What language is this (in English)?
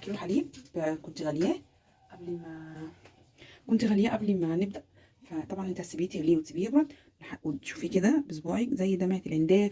Egyptian Arabic